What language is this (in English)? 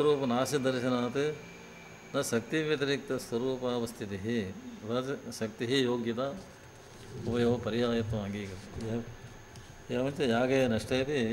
Sanskrit